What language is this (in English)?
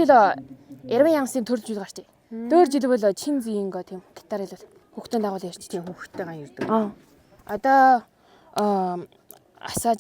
Mongolian